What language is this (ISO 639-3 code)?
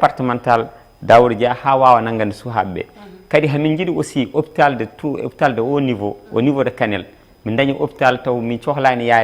ful